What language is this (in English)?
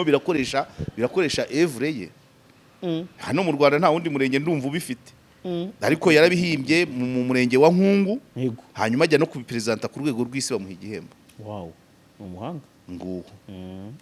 Kinyarwanda